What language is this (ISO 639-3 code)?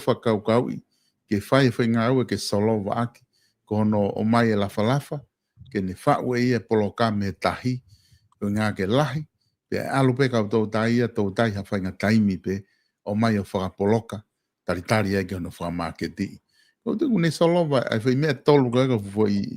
ton